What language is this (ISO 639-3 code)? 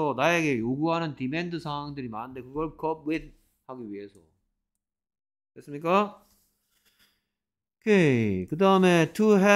kor